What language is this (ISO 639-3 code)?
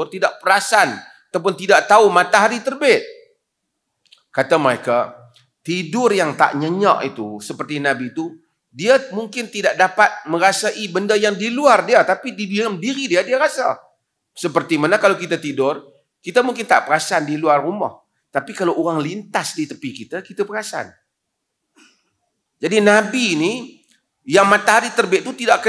msa